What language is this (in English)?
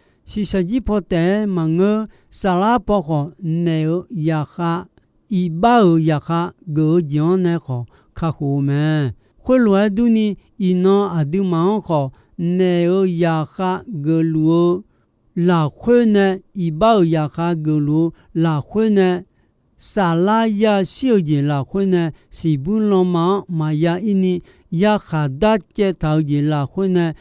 Akha